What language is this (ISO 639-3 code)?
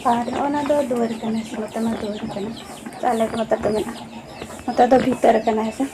sat